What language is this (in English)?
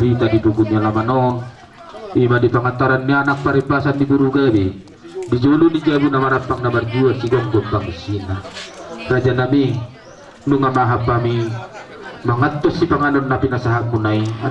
Batak Toba